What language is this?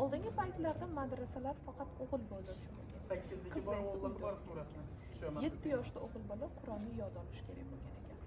Uzbek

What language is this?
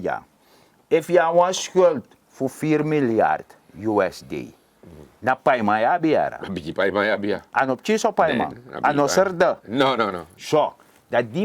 Sranan Tongo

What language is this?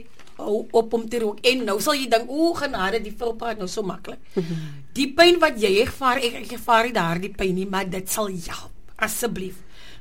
Afrikaans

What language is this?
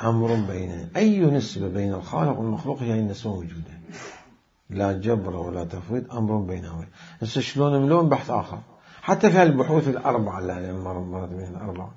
Mesopotamian Arabic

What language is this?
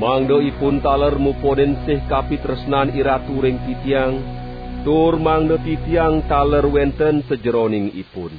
Balinese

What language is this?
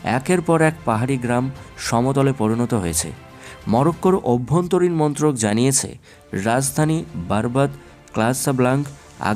Bangla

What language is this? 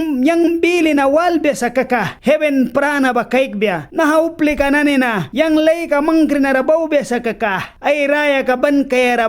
Mískito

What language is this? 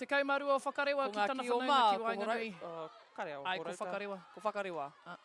Māori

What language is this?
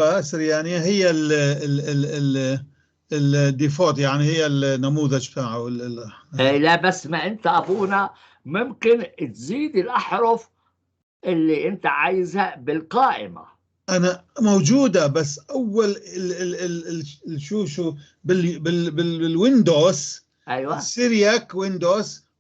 North Levantine Arabic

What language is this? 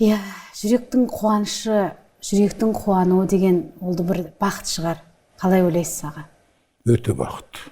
Kazakh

